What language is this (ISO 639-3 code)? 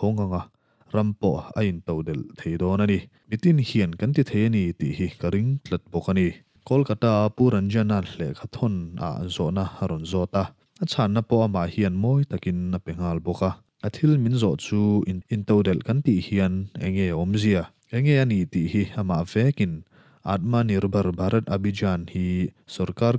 lus